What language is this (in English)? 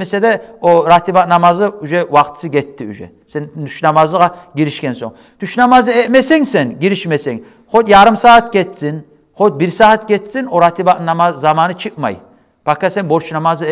Kumyk